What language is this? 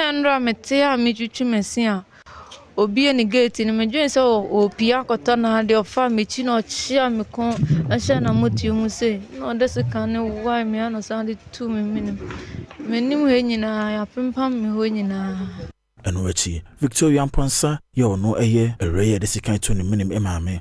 Akan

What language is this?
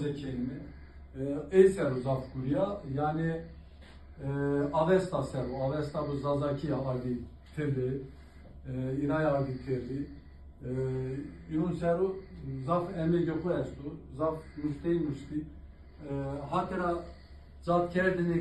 Zaza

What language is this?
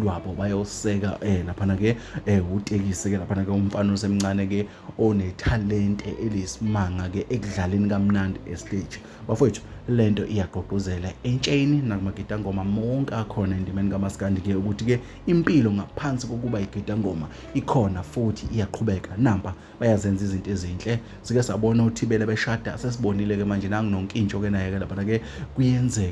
Zulu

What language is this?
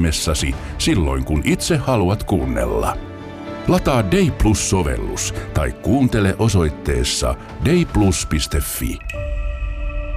Finnish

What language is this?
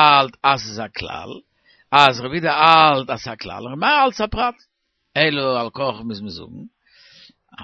Yiddish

